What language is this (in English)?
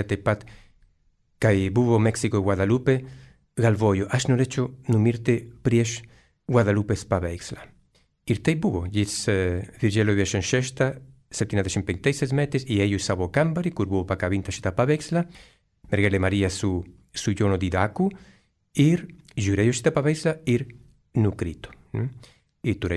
Lithuanian